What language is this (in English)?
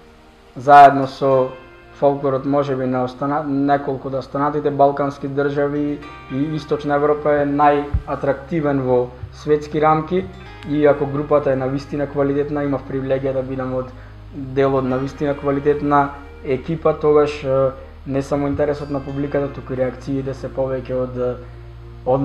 Macedonian